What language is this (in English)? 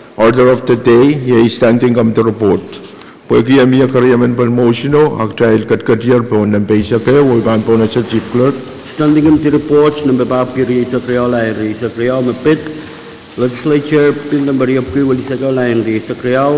Pohnpeian